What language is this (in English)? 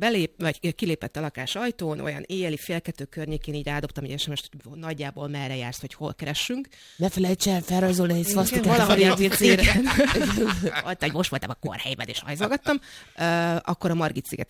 Hungarian